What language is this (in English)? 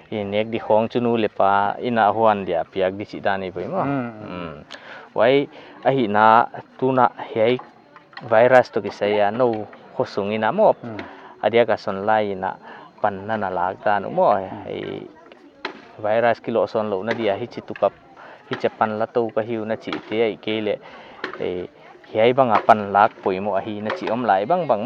Paite Chin